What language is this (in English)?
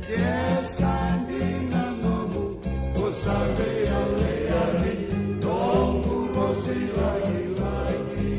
Fijian